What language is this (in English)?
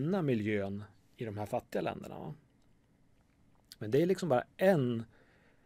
Swedish